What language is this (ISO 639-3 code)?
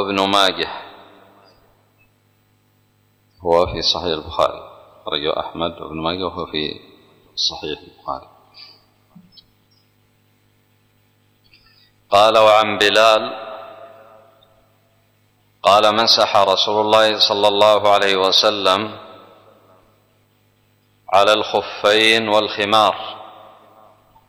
ara